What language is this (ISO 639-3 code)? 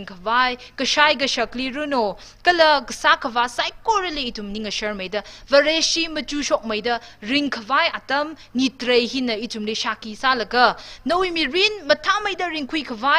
nmf